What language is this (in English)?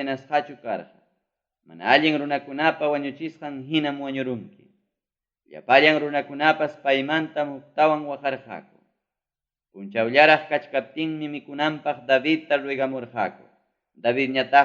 Ayacucho Quechua